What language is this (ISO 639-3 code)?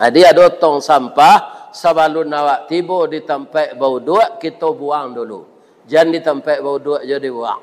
min